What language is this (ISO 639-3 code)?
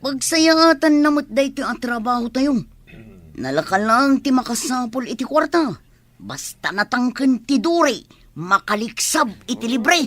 ilo